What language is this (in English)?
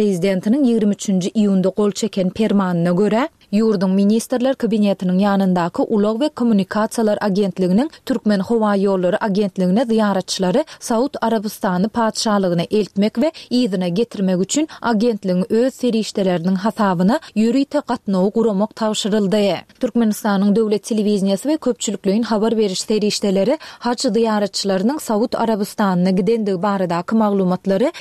Turkmen